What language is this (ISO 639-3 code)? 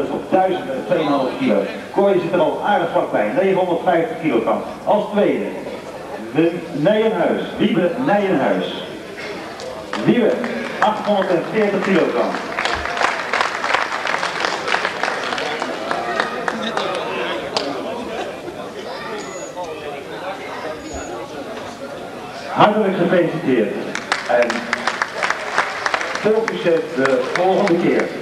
nld